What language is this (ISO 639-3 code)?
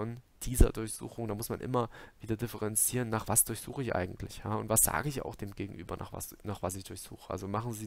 deu